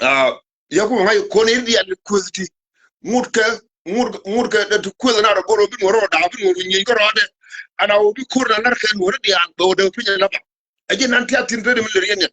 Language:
Nuer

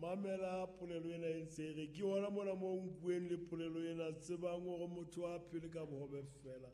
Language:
Southern Sotho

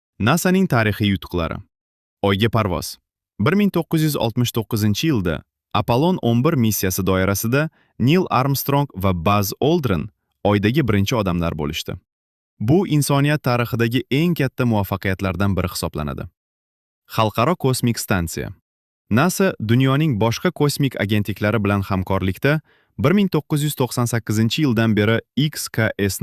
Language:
Uzbek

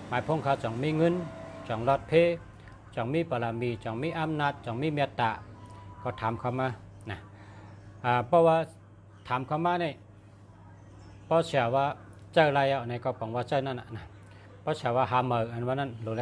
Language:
Shan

